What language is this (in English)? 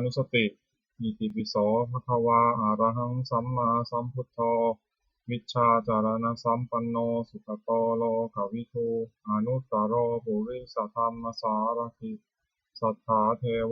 Pali